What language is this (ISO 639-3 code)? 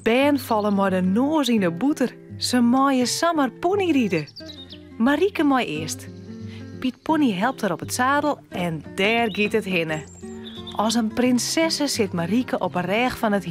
fry